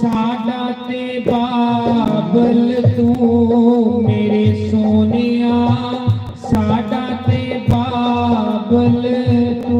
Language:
Dogri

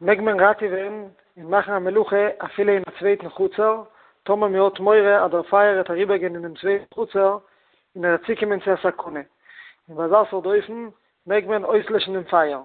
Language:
Yiddish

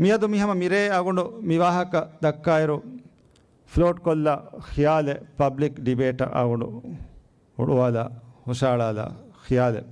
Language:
Divehi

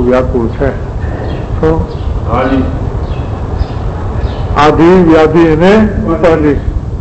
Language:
Gujarati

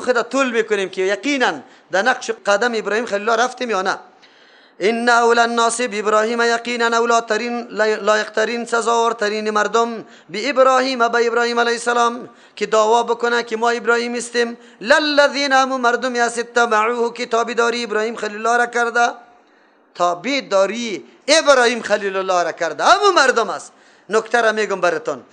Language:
Persian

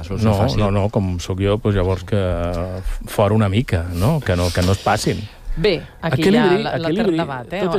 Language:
Catalan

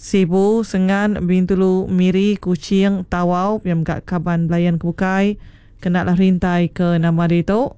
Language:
Iban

